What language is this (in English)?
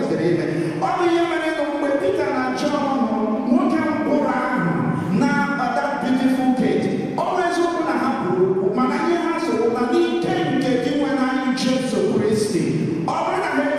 Igbo